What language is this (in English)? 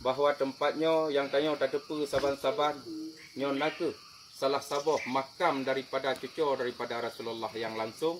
Achinese